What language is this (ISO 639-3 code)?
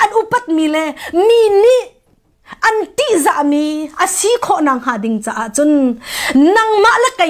cnh